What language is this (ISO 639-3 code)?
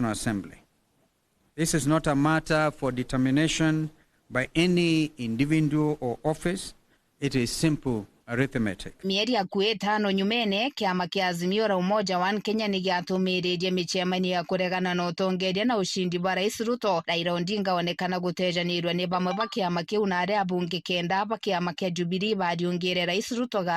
mer